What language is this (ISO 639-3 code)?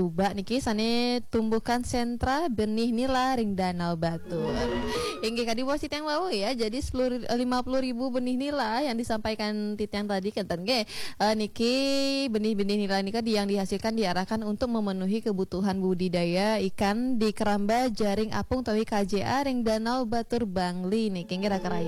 ban